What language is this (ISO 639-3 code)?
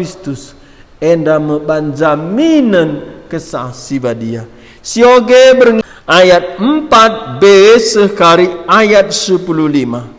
btx